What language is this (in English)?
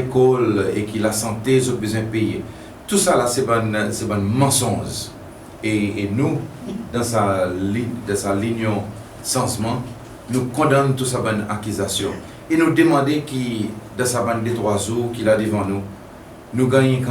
Seselwa Creole French